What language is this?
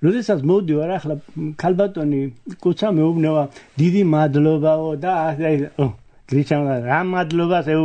Georgian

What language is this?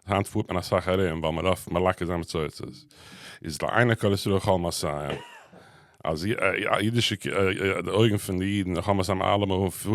Yiddish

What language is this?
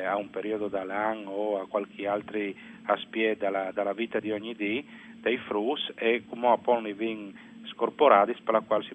Friulian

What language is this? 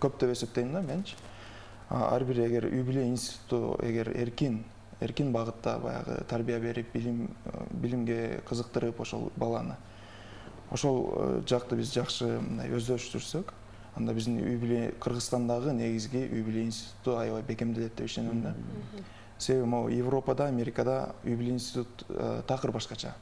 Kyrgyz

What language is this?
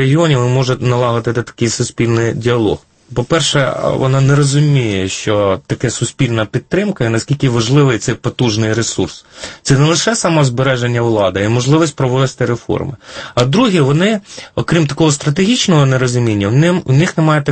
Ukrainian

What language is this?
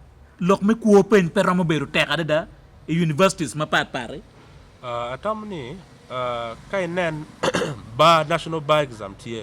Acoli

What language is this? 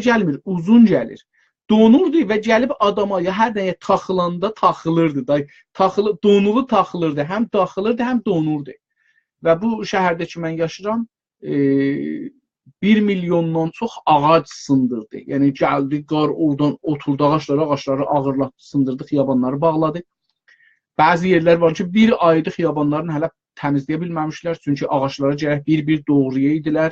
South Azerbaijani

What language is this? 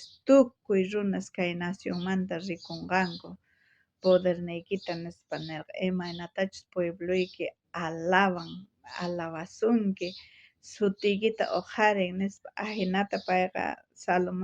South Bolivian Quechua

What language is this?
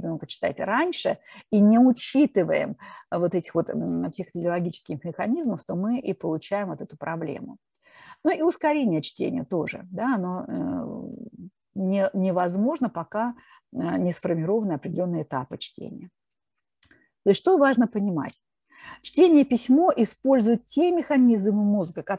Russian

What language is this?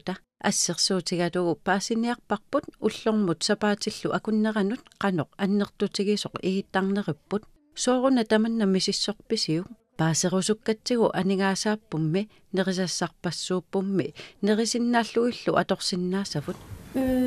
Kalaallisut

